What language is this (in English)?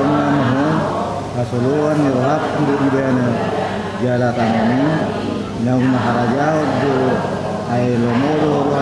Batak Toba